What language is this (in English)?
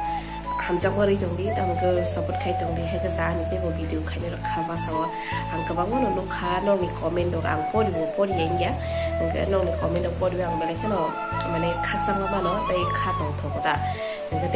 Kok Borok